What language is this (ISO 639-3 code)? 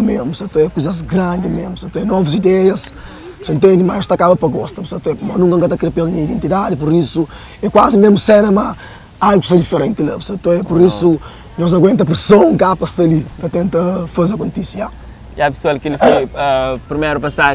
kea